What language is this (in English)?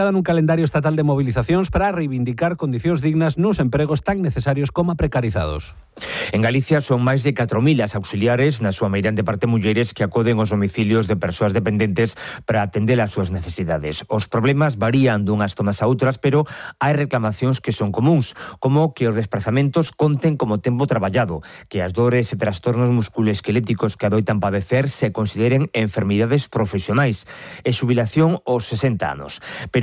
Galician